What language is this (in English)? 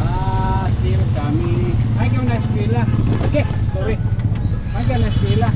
Waray